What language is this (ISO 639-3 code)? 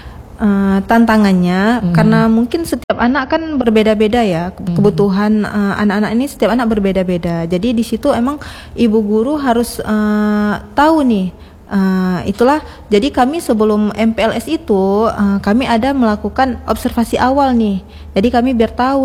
ind